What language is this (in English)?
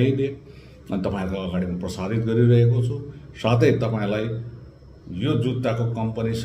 Nepali